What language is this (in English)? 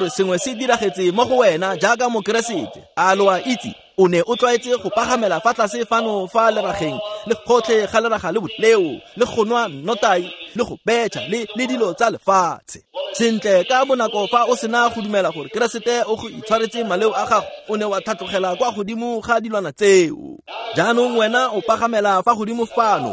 Tswana